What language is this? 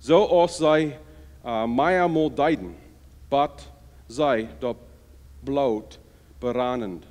Plautdietsch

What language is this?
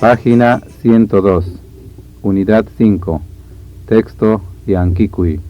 Ayacucho Quechua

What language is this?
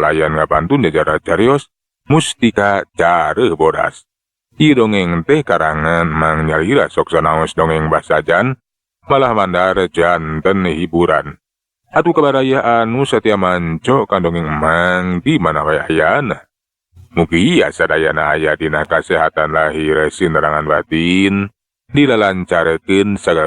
Sundanese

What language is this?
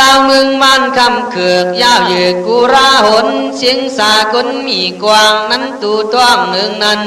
Khün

